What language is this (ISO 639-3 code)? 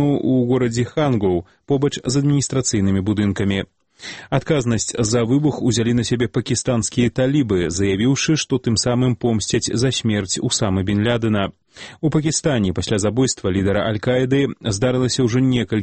bel